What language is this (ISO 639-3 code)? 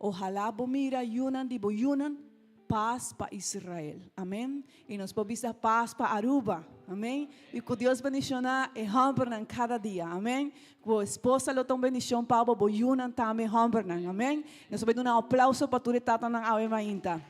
pap